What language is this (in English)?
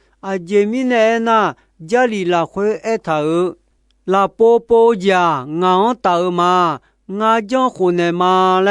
Akha